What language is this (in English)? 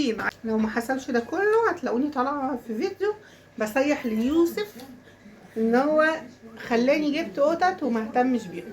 Egyptian Arabic